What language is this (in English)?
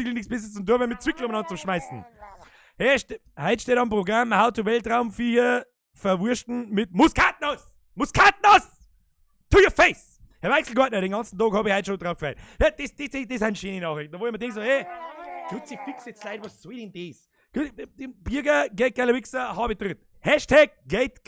Bavarian